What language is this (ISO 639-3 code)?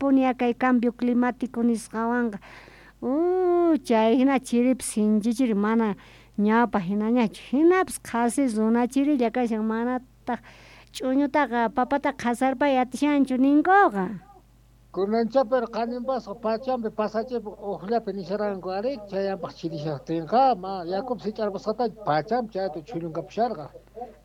que